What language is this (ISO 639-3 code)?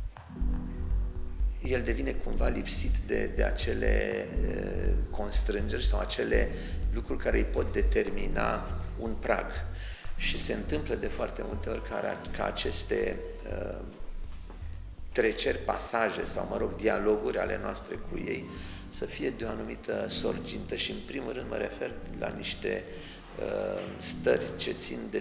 ron